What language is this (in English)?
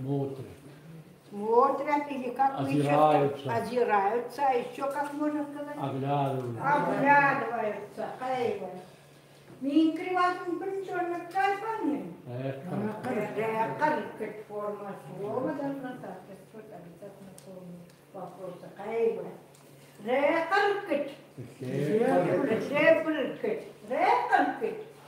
Chukot